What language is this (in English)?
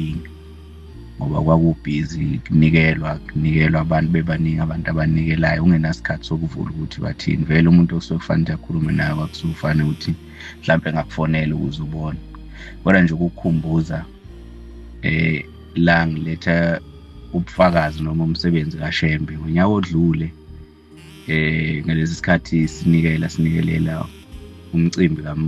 Zulu